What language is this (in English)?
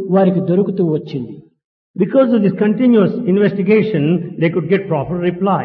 Telugu